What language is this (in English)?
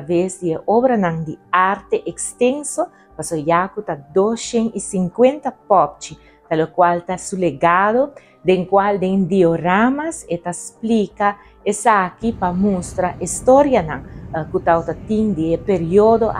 Papiamento